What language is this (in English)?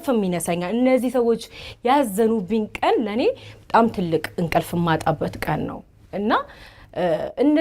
Amharic